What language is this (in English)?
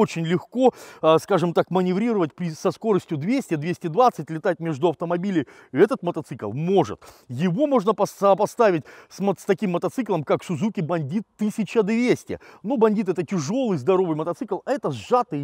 Russian